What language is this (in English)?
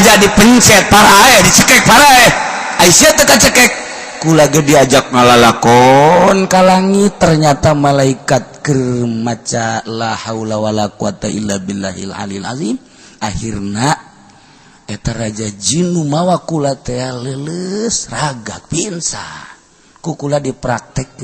Sundanese